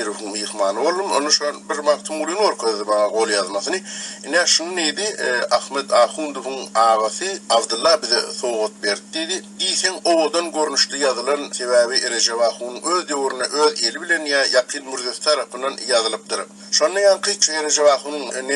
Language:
Turkmen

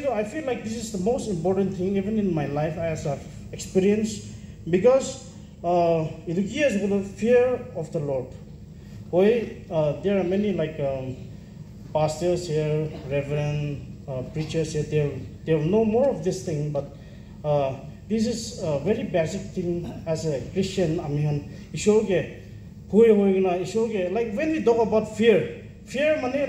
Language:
Naga Pidgin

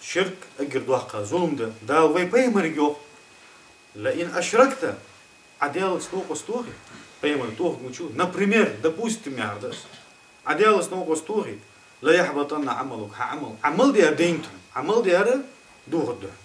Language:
Ingush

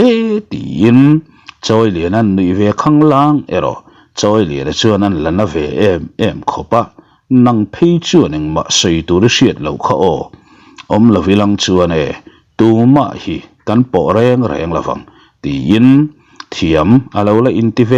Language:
Mizo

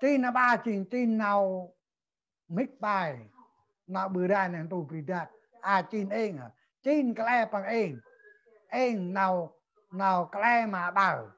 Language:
Central Mnong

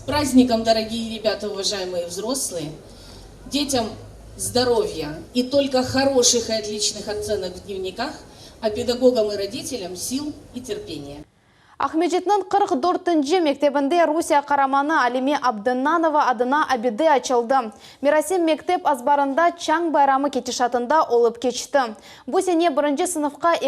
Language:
Crimean Tatar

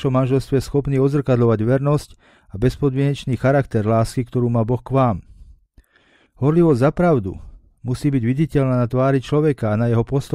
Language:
Slovak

